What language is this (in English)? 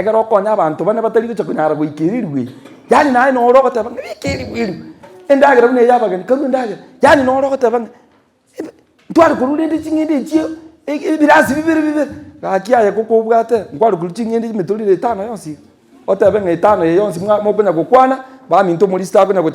Gusii